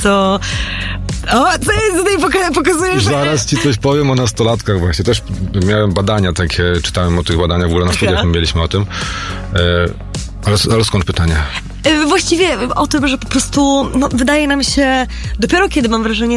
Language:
Polish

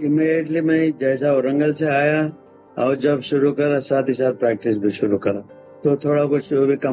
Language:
Hindi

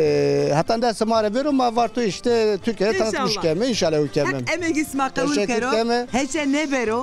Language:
Zaza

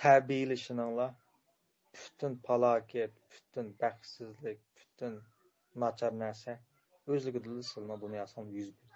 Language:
Uyghur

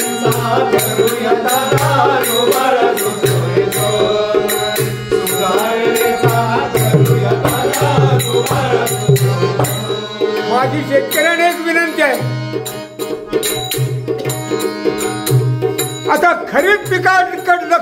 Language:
Marathi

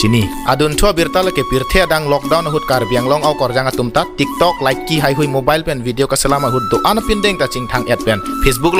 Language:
Karbi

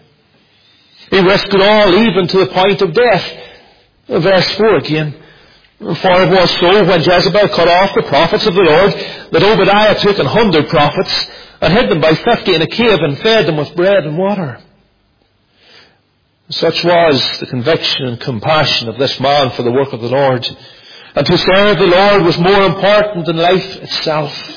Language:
English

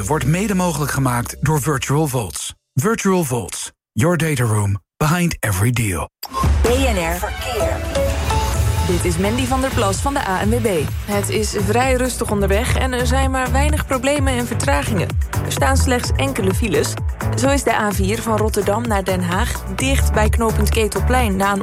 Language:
Dutch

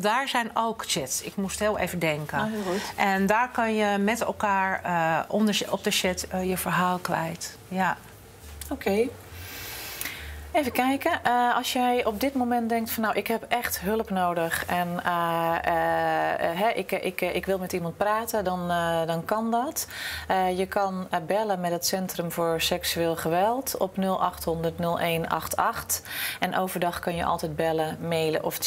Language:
Dutch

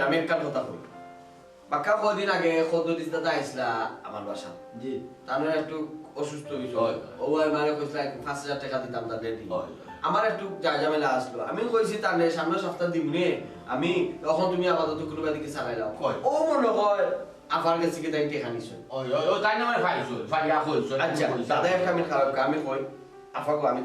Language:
Sylheti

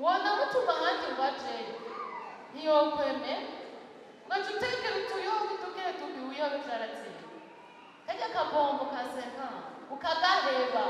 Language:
Rundi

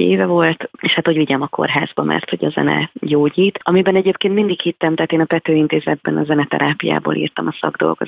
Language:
Hungarian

